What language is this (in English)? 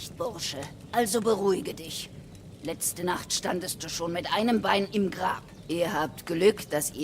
Bavarian